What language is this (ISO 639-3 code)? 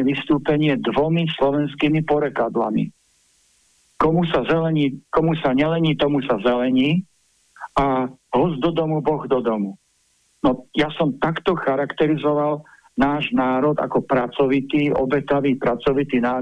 slk